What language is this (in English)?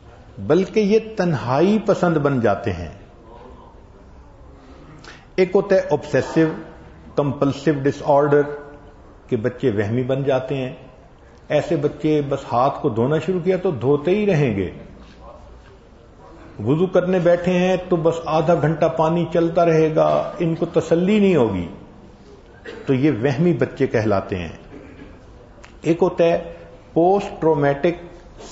Urdu